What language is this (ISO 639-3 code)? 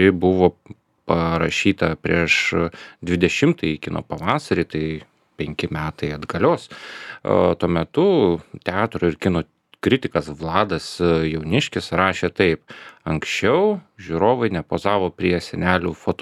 lit